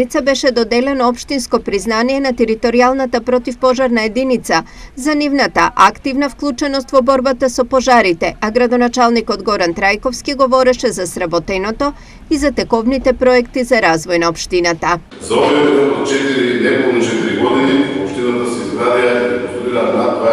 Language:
Macedonian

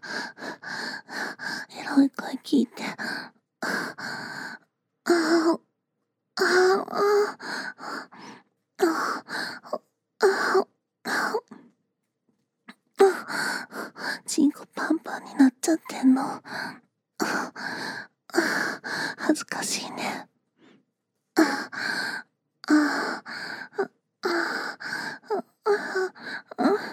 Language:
Japanese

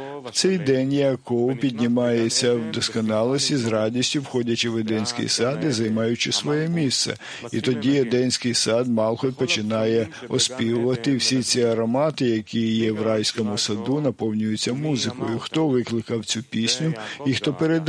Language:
Ukrainian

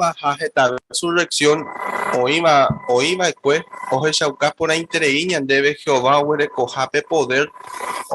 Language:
Guarani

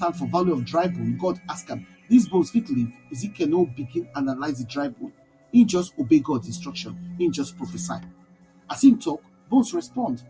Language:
Nigerian Pidgin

